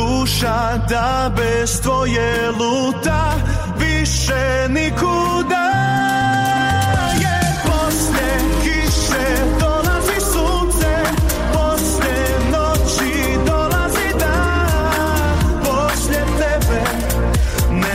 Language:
Croatian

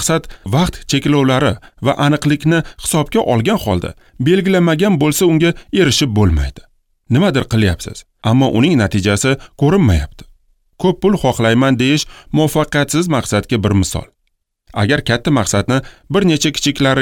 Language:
Uzbek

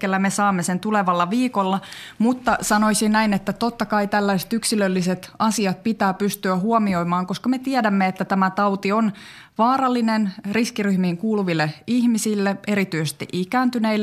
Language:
Finnish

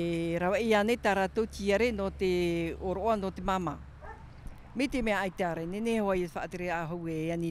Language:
Tahitian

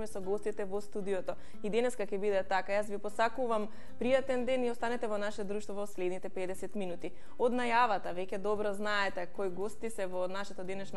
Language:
Macedonian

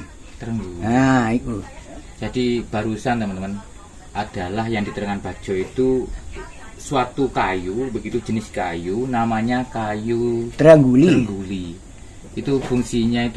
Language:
Javanese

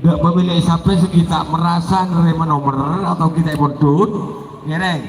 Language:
Madurese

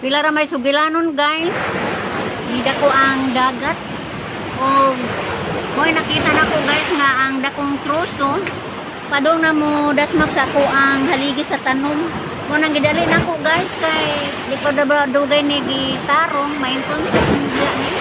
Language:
Cebuano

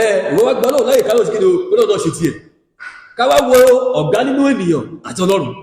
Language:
Yoruba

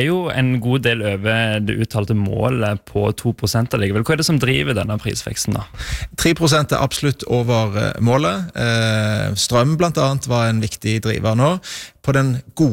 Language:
Norwegian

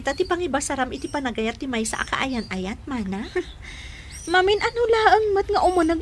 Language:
Iloko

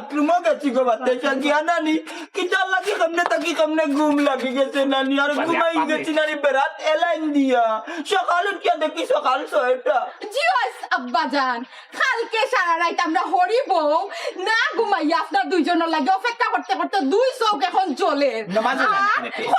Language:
Sylheti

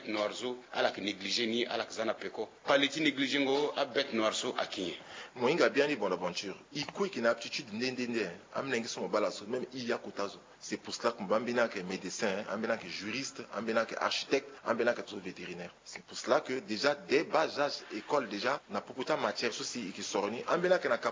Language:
Sango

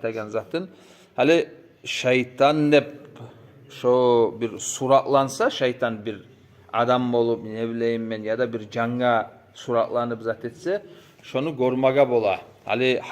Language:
Kumyk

